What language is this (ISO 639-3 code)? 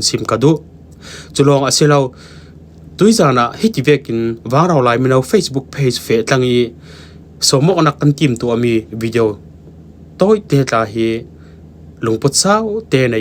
cfm